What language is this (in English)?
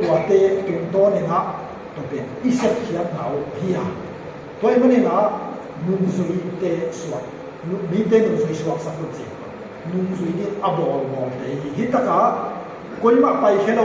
Tedim Chin